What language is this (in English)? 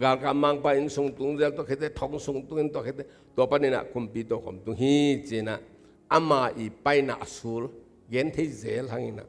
Tedim Chin